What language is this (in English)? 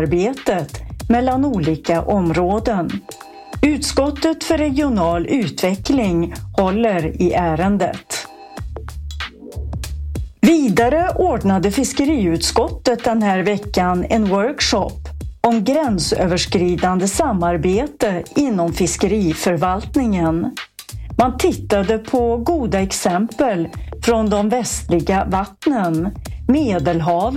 Swedish